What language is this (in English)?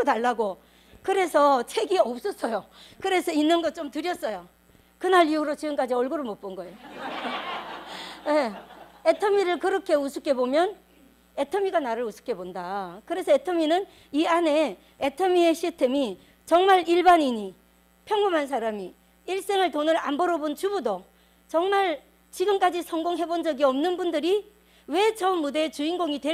Korean